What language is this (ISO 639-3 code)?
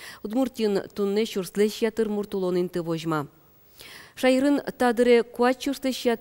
udm